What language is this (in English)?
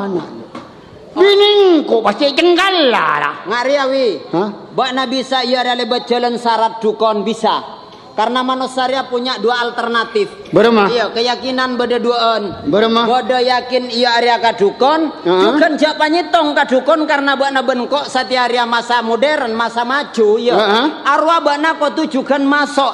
Madurese